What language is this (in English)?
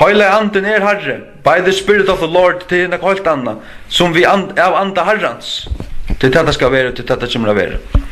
Faroese